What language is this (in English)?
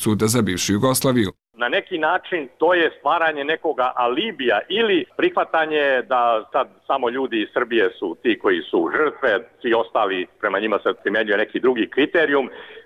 Bosnian